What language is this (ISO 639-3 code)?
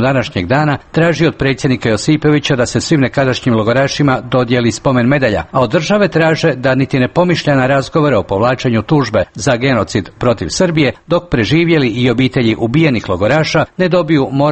hrv